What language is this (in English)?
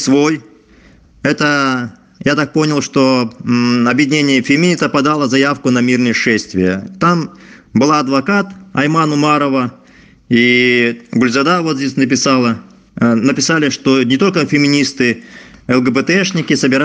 Russian